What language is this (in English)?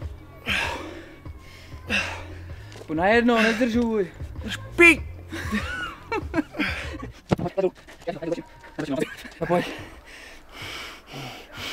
Czech